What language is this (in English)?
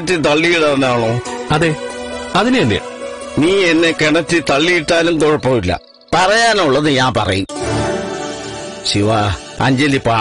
Malayalam